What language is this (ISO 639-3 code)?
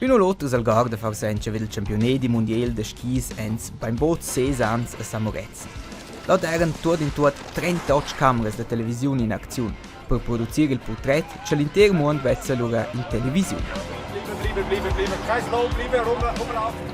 roh